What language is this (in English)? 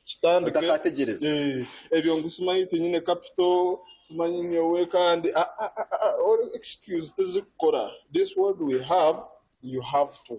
Nyankole